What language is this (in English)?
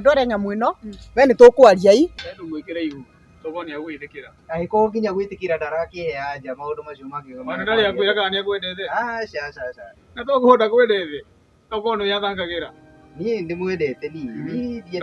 Kikuyu